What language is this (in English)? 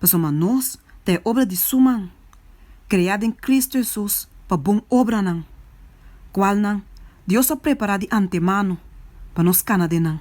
Papiamento